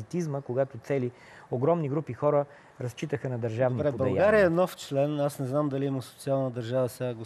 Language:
Bulgarian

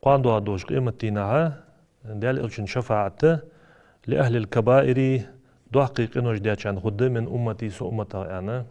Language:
Ingush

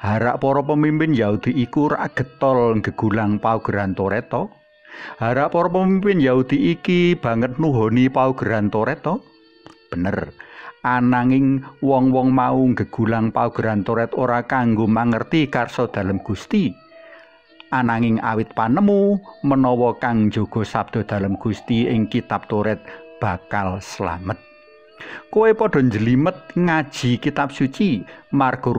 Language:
Javanese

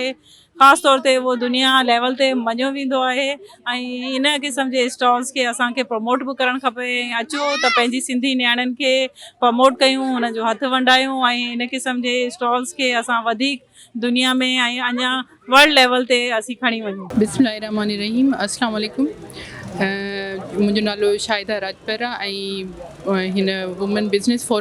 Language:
Sindhi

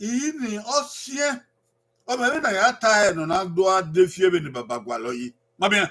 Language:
Bini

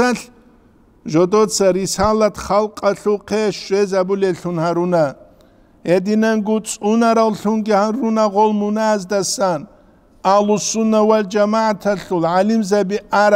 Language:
Avaric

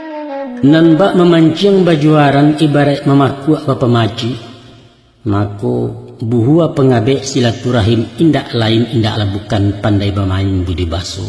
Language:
Minangkabau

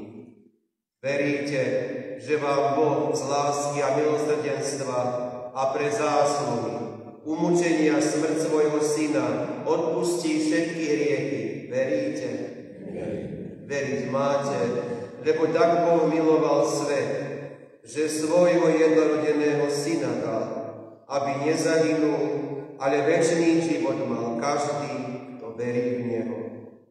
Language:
Slovak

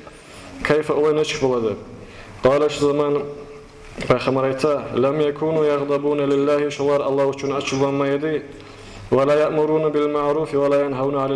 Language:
Kumyk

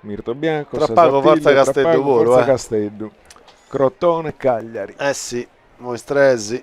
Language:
Sardinian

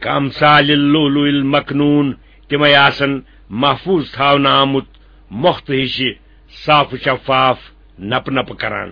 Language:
Kashmiri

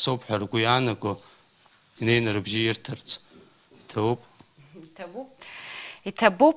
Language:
Abkhazian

